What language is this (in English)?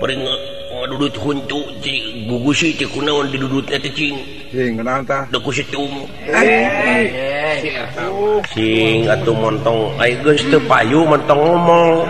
Sundanese